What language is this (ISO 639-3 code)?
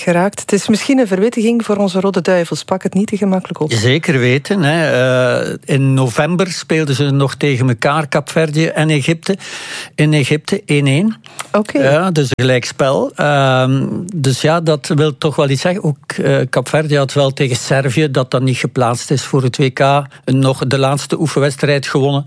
nld